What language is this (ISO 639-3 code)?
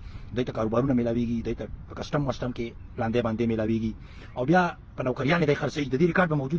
pus